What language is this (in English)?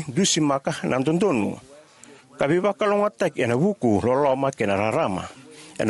Fijian